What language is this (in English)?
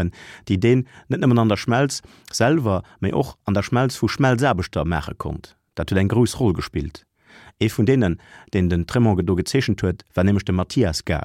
Luxembourgish